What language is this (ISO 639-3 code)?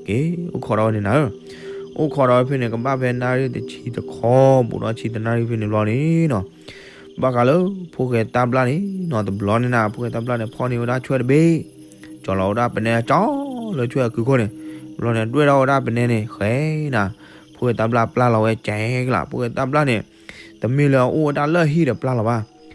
ksw